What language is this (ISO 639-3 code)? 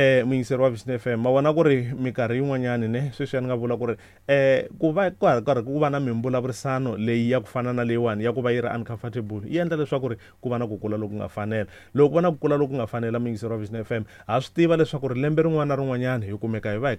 tso